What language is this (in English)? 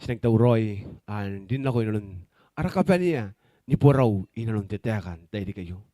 Gilbertese